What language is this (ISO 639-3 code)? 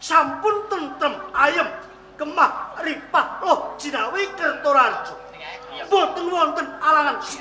jav